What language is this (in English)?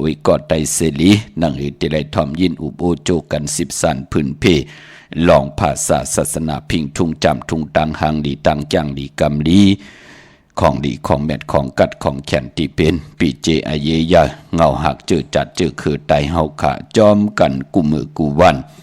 Shan